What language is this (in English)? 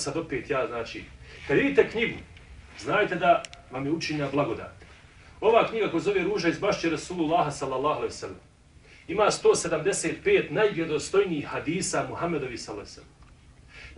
Bosnian